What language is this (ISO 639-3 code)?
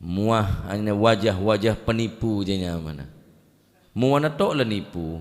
mad